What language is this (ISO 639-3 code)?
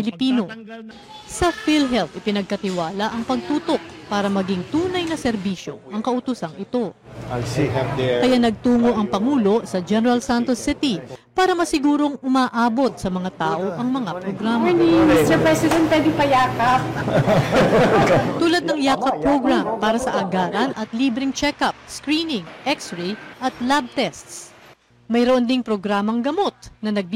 fil